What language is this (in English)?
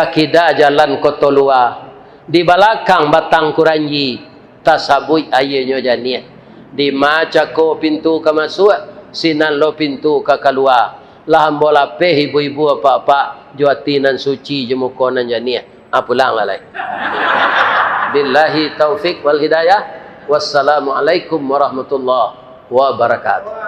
Minangkabau